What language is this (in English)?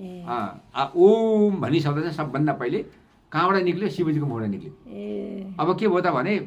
Nepali